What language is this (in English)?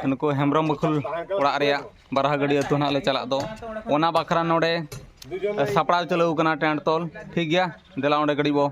Santali